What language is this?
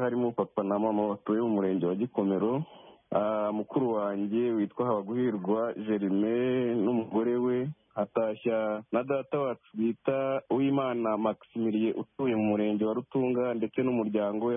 Kinyarwanda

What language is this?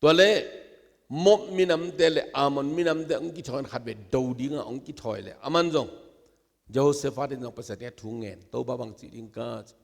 Tedim Chin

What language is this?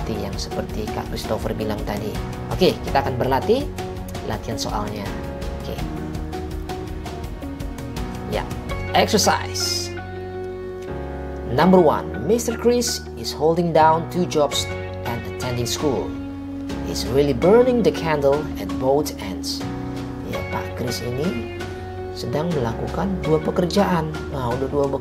Indonesian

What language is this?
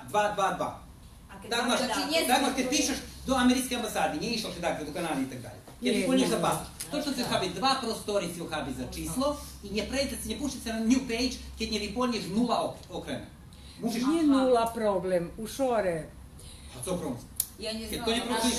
Rusyn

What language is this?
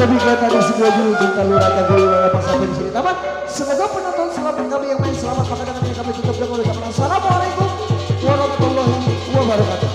Betawi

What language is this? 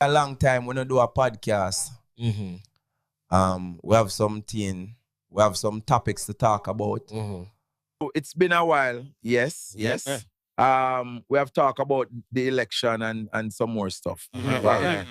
Jamaican Creole English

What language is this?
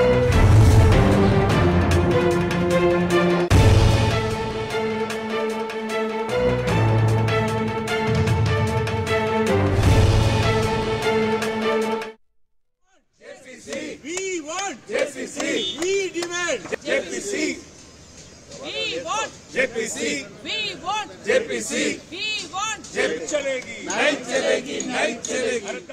Telugu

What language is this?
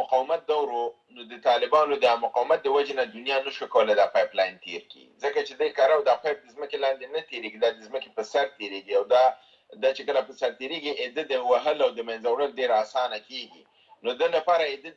Pashto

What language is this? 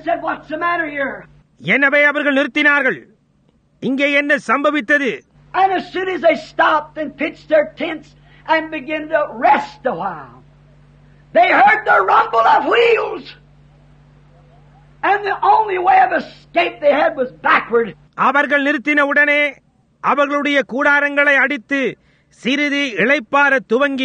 Tamil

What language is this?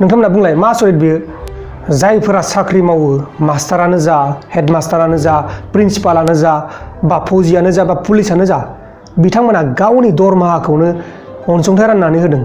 Bodo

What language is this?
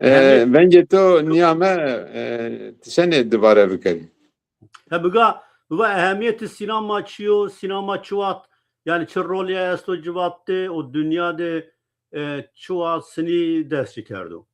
Zaza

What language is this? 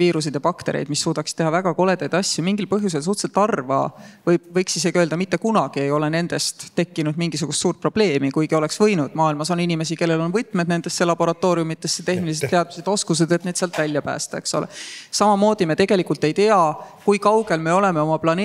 Estonian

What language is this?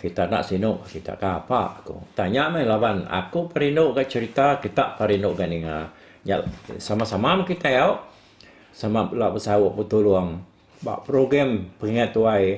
Iban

